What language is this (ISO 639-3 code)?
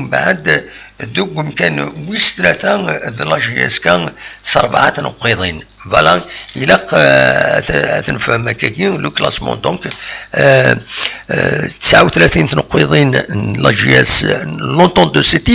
kab